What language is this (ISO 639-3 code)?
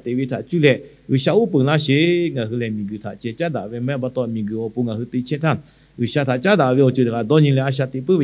lhu